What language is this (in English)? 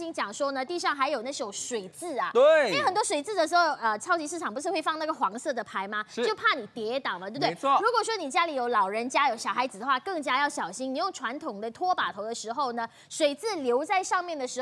Chinese